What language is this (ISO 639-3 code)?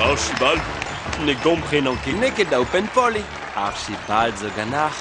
bre